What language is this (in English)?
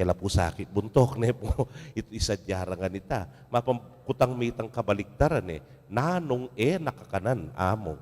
Pampanga